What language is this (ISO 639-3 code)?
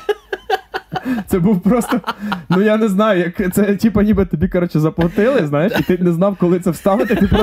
ukr